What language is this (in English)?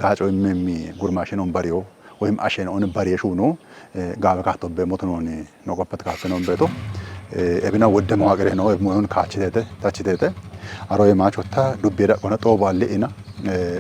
Kafa